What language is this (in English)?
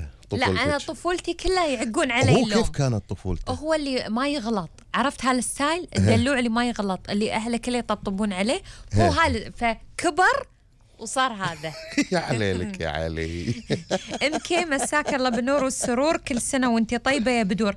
Gulf Arabic